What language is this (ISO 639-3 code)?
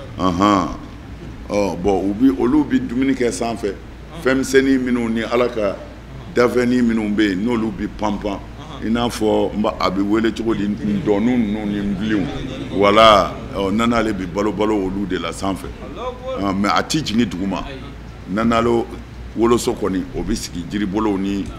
bam